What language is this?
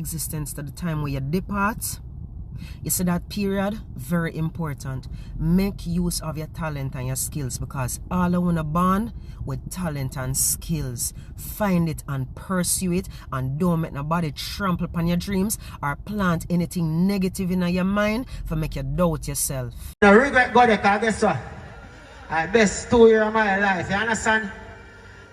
Jamaican Creole English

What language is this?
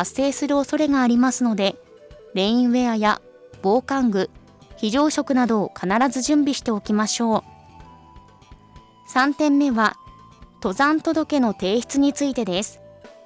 Japanese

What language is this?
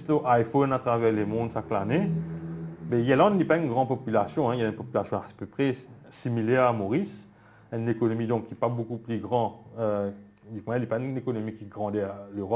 Morisyen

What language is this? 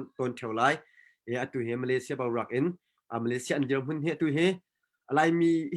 Hakha Chin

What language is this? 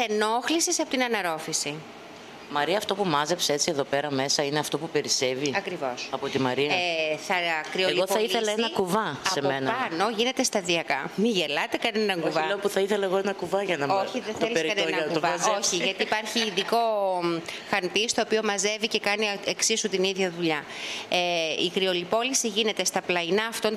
Greek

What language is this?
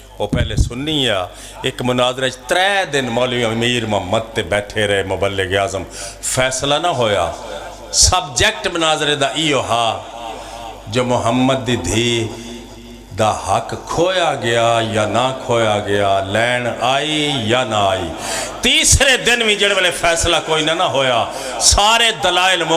Pahari-Potwari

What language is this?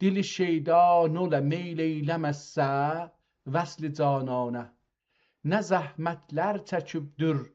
South Azerbaijani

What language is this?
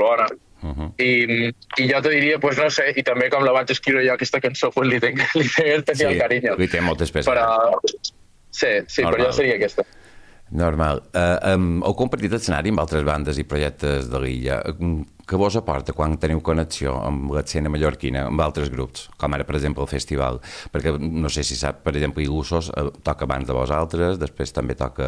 Catalan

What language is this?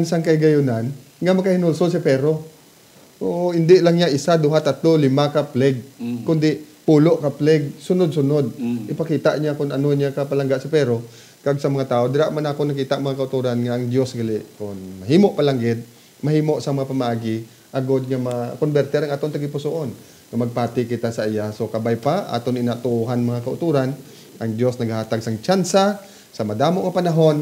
Hiligaynon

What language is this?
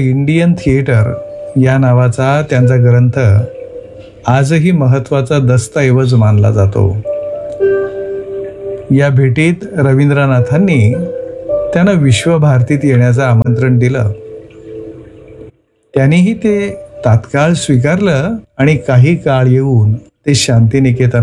Marathi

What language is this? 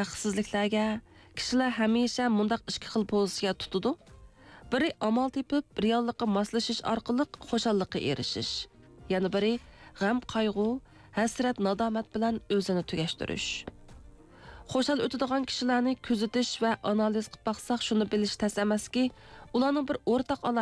Uyghur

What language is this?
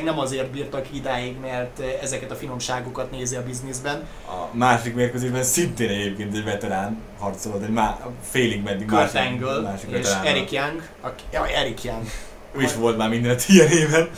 Hungarian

